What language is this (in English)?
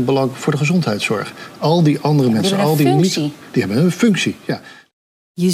Dutch